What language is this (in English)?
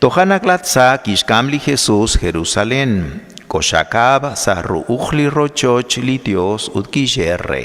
Kekchí